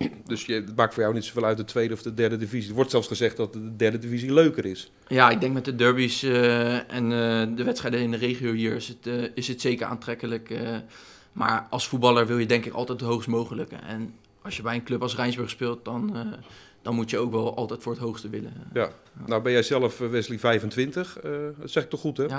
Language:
Dutch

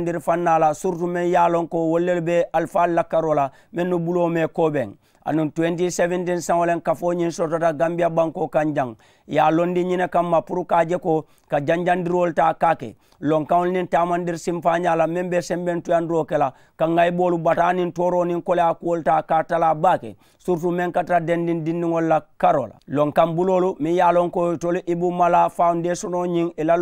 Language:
Mandingo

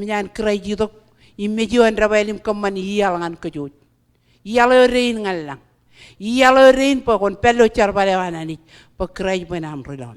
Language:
Marshallese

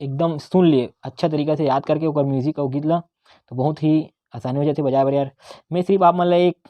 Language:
Chhattisgarhi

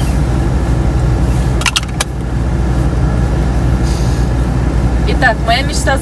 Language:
Russian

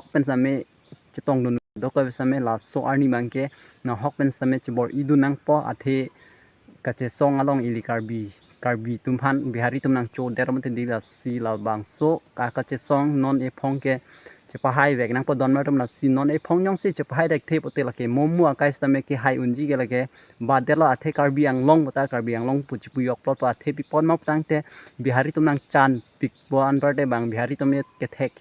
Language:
Karbi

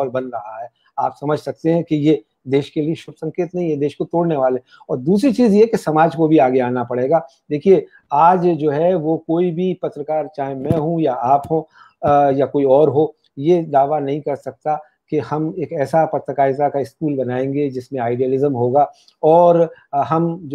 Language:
Hindi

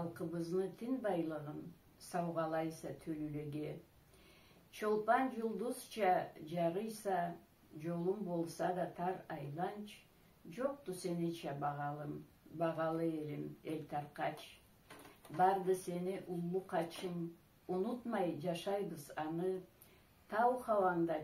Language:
Karachay-Balkar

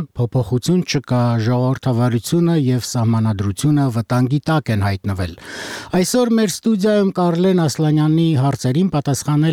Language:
Armenian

